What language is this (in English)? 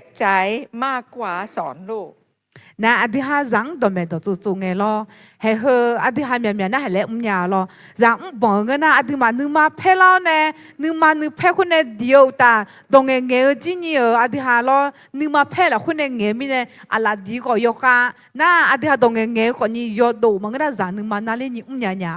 Akha